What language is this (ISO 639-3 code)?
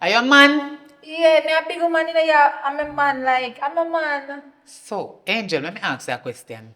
jam